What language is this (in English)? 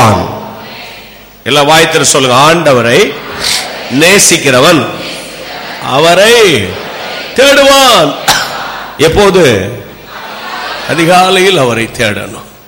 Tamil